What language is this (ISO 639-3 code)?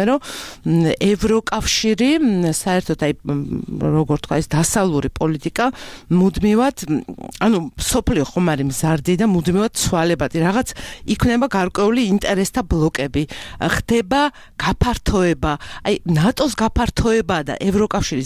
kat